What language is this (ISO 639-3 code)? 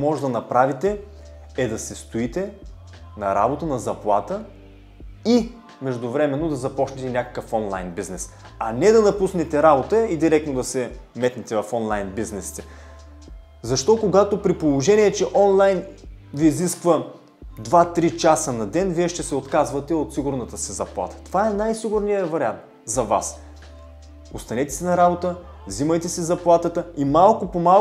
bul